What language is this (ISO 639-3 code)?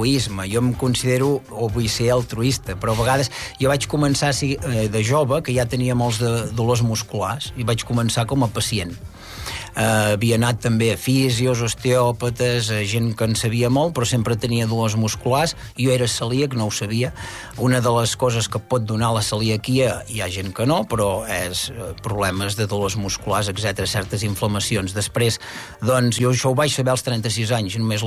cat